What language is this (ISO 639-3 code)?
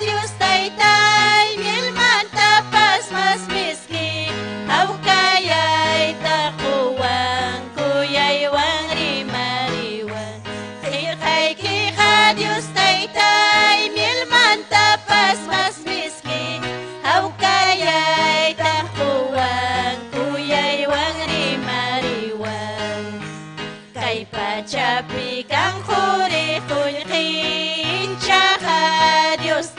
quy